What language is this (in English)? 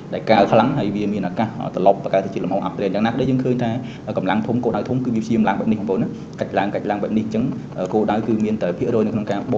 Khmer